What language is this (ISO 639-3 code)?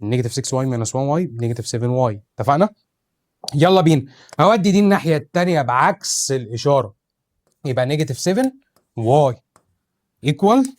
arz